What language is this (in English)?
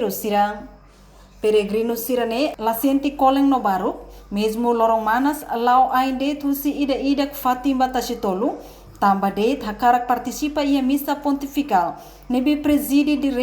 Tetum